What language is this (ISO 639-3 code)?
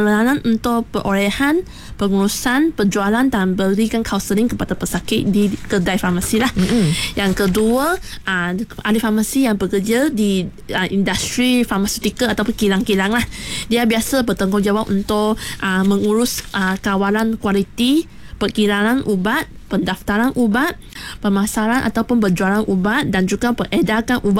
msa